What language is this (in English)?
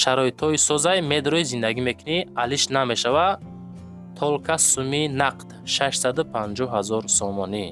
Tajik